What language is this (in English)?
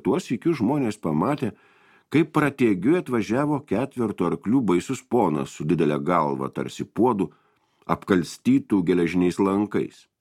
Lithuanian